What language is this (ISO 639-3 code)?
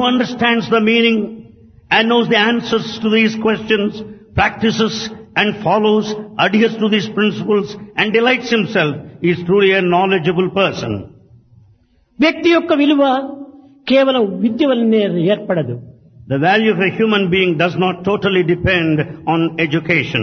tel